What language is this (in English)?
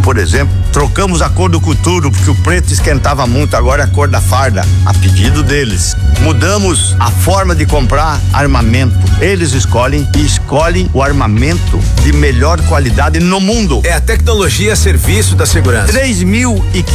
Portuguese